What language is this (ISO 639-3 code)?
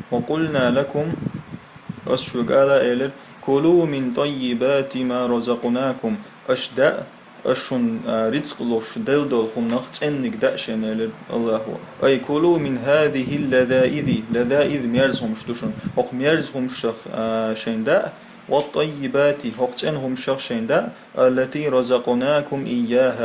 che